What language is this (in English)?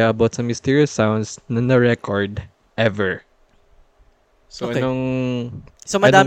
Filipino